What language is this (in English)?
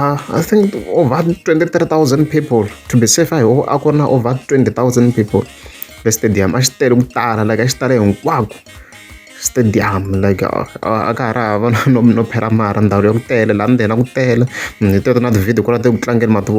Tsonga